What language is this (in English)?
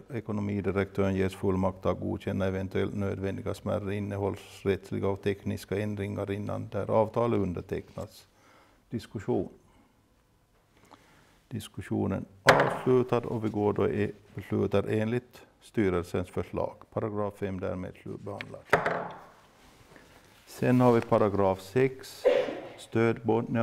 Swedish